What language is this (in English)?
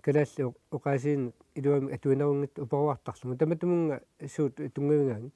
Kalaallisut